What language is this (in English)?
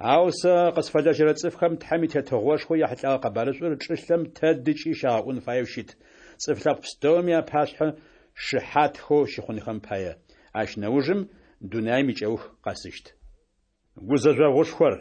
Adyghe